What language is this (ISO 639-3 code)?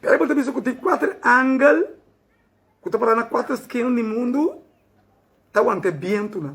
pap